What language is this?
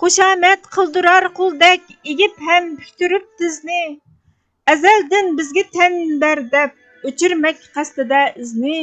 Uyghur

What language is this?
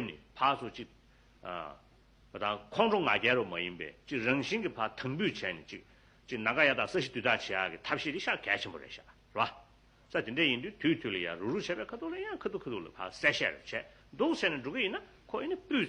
Tibetan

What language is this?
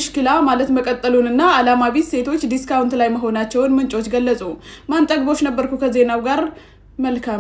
Amharic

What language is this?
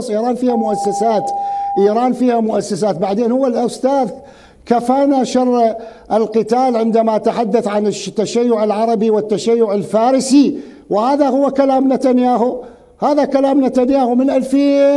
Mesopotamian Arabic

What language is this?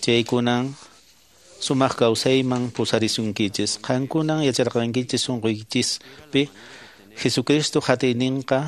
Quechua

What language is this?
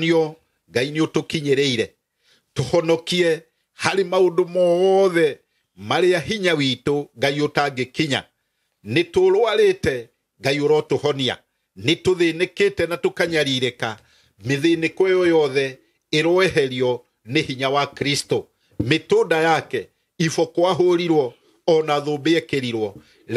Kikuyu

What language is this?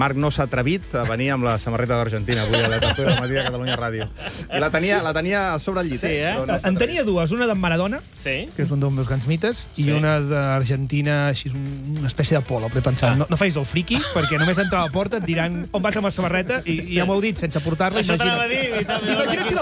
Catalan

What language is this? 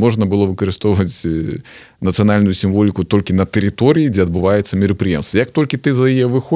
Belarusian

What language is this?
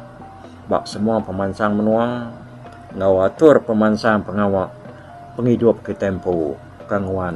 Iban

